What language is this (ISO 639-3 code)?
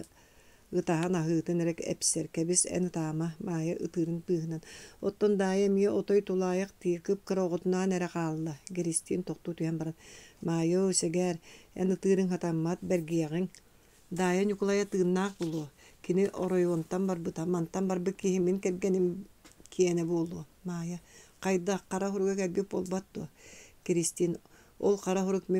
sah